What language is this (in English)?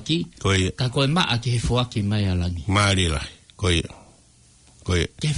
Tongan